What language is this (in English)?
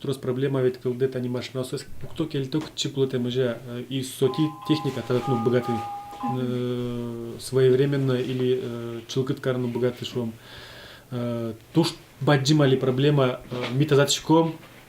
Udmurt